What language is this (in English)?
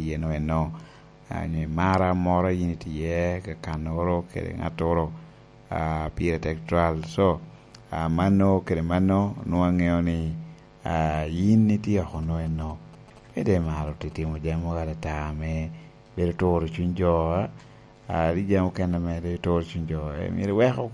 Lango (Uganda)